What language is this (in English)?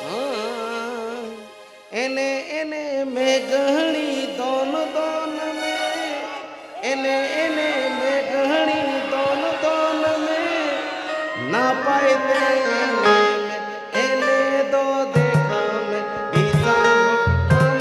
Santali